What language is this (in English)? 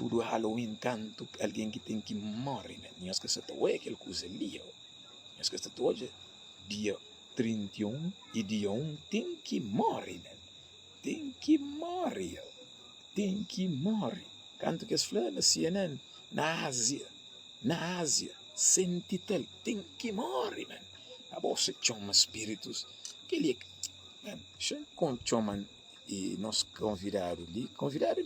Kabuverdianu